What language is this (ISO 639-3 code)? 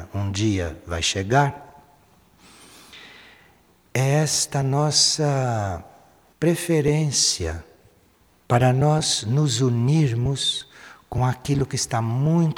por